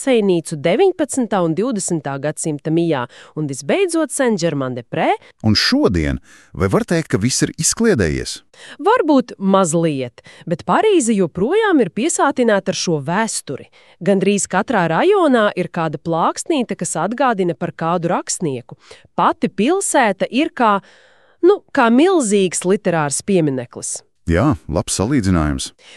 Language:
Latvian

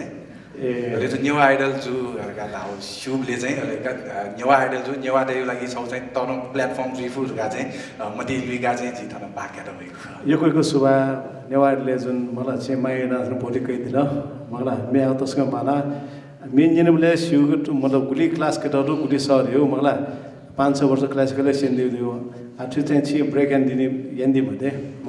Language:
Newari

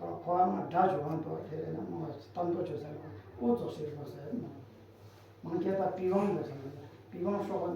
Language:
Tibetan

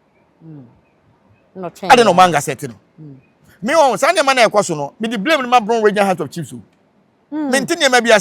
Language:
Akan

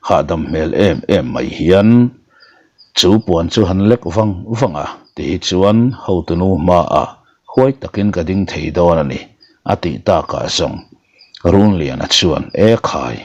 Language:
Mizo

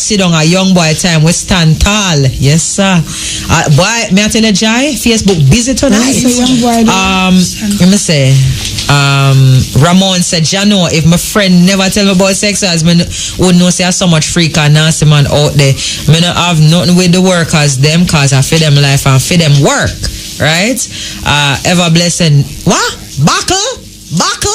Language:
Jamaican Creole English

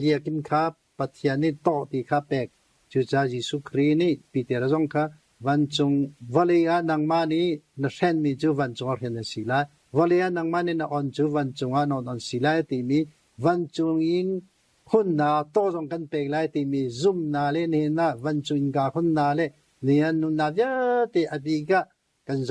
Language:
Hakha Chin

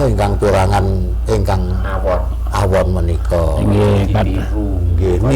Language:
Javanese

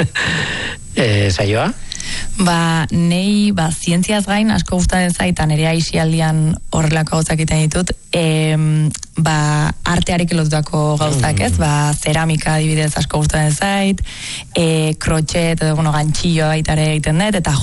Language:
Basque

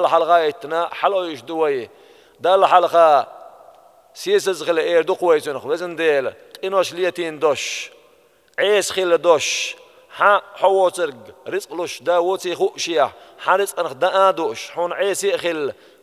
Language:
Chechen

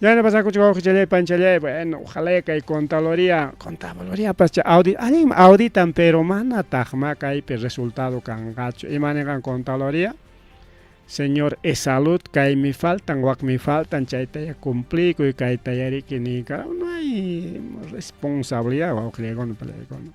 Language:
Ayacucho Quechua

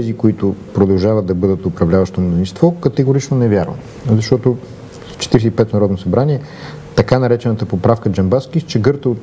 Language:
Bulgarian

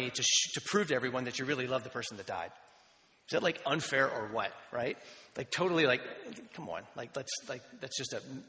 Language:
English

